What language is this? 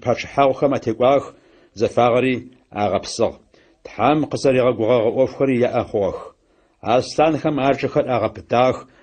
Adyghe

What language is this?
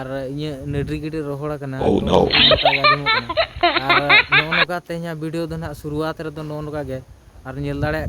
Santali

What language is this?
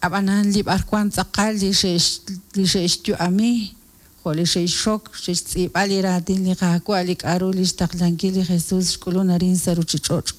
Kekchí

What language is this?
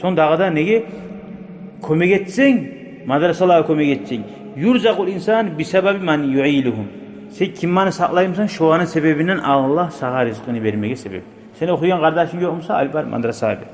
Kumyk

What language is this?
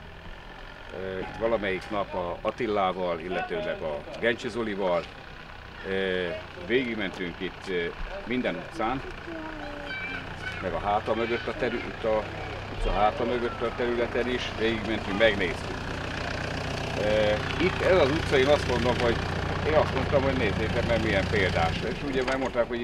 Hungarian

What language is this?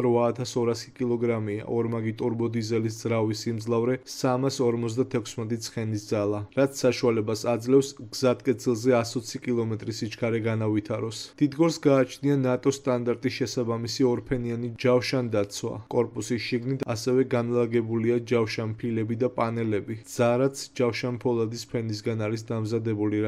Georgian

